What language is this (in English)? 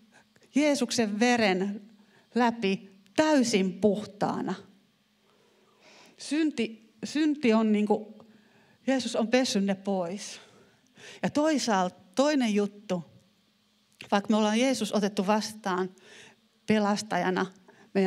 Finnish